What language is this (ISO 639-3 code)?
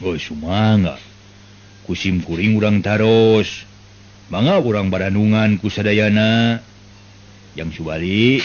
sun